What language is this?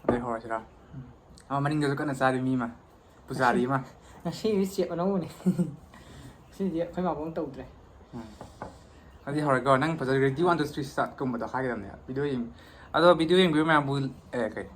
Manipuri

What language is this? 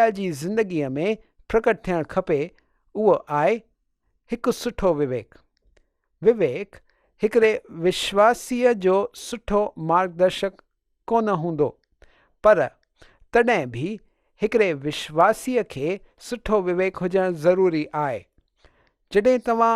Sindhi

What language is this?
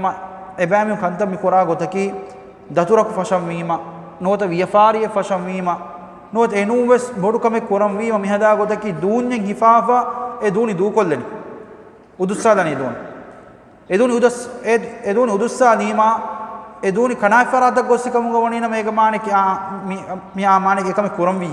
Divehi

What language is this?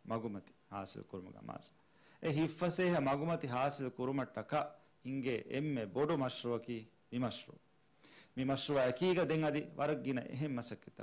Divehi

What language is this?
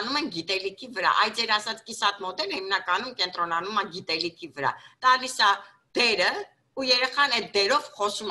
Armenian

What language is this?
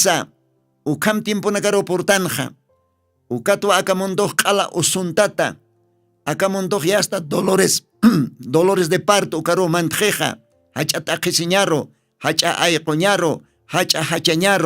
Aymara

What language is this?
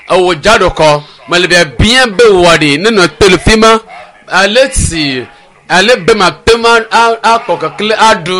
Ewe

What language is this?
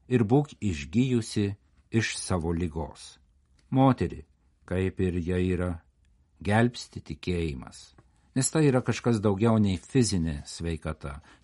Lithuanian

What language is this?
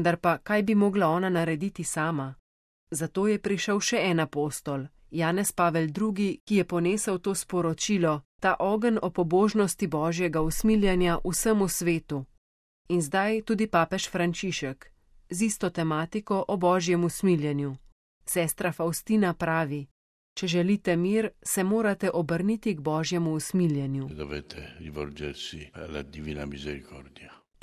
Slovenian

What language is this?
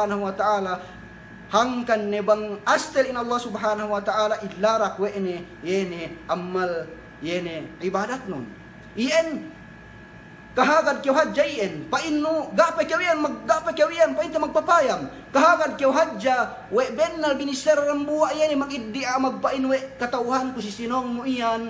Yakan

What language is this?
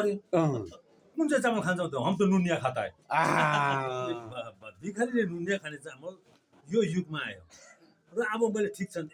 Nepali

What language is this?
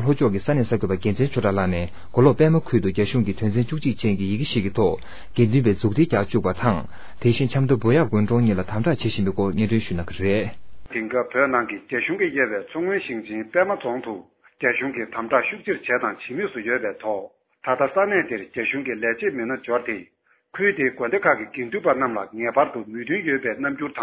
Tibetan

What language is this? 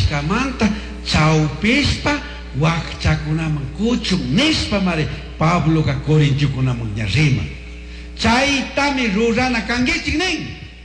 Chimborazo Highland Quichua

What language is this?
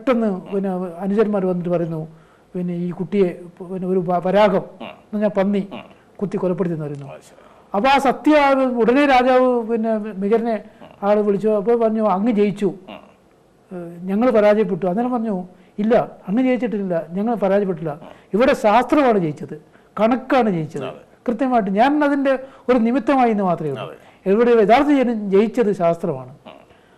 Malayalam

